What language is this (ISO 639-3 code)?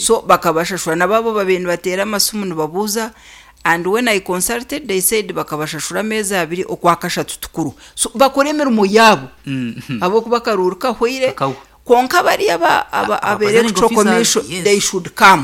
nyn